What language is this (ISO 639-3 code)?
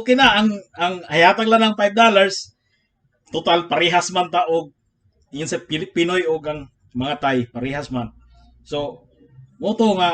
ceb